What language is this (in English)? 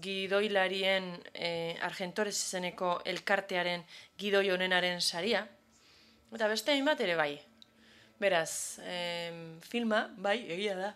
Basque